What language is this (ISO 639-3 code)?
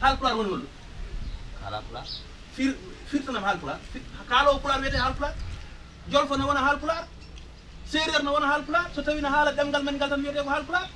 ful